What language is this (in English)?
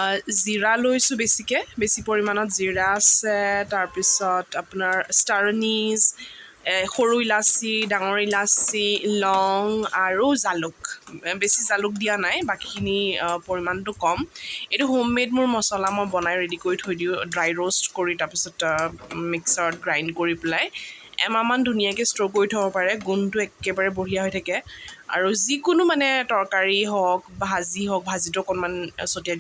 Assamese